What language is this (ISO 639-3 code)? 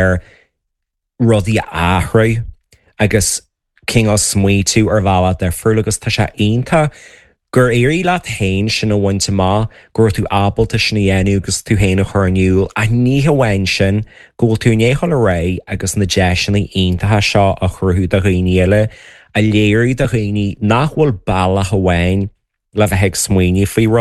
gle